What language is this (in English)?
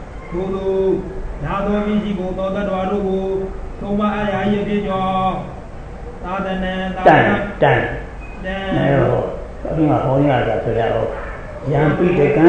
Burmese